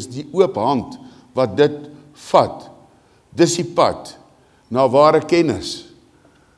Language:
Afrikaans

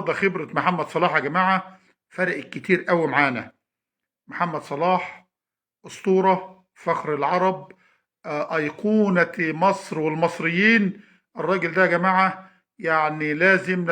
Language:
Egyptian Arabic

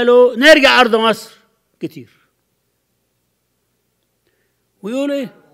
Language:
Egyptian Arabic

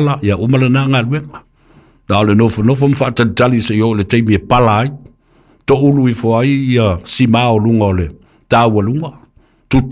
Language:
Samoan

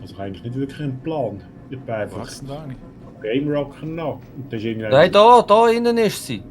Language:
Swiss German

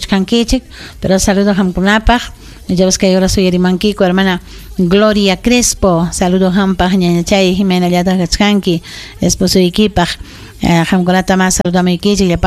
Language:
Ayacucho Quechua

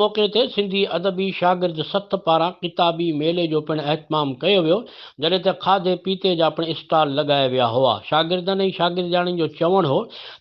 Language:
Sindhi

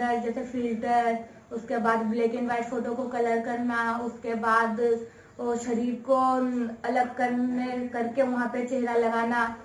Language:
Hindi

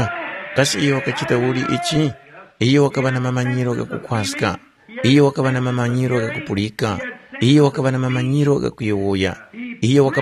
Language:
Tumbuka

